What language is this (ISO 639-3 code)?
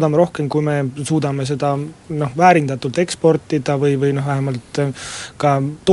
est